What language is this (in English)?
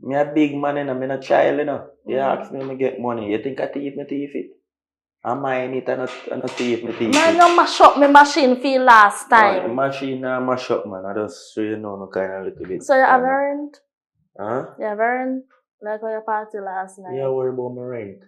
Jamaican Creole English